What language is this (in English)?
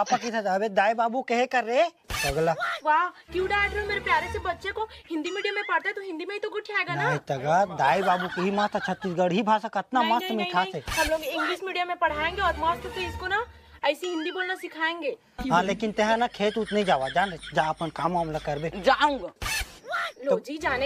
Chhattisgarhi